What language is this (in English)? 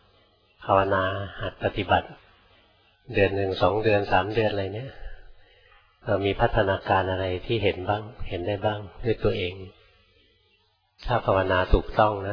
Thai